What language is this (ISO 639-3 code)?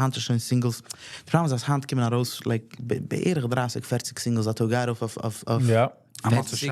yid